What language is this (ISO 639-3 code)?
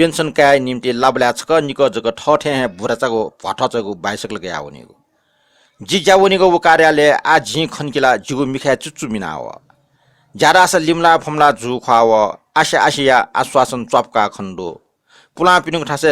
new